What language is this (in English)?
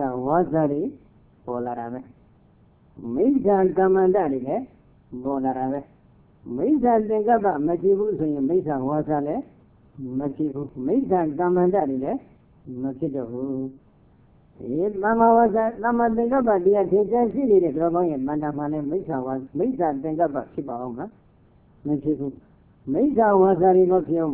Burmese